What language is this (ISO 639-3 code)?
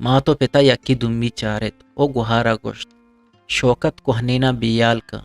bgp